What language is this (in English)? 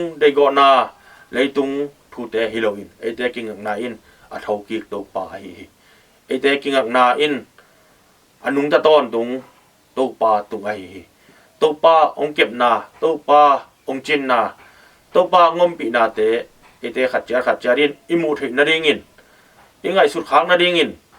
Tedim Chin